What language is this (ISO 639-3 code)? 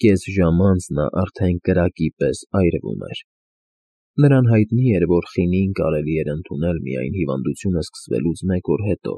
hye